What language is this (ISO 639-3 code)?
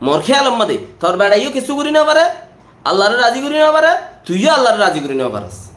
rhg